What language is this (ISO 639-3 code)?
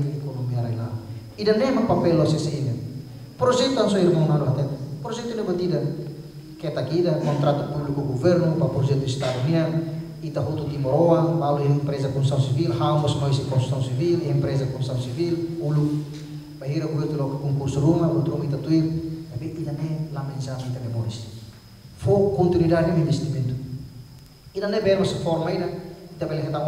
tet